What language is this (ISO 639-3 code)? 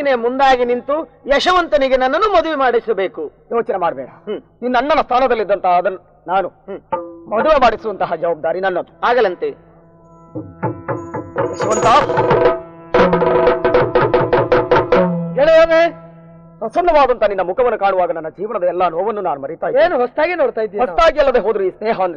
kan